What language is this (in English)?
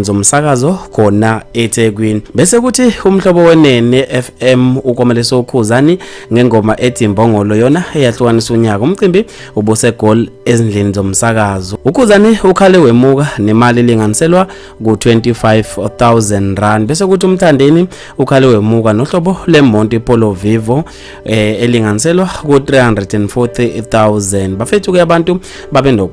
Zulu